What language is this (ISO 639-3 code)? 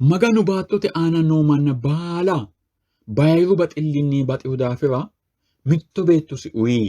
sid